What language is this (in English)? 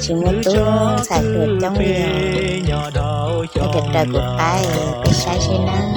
Hmong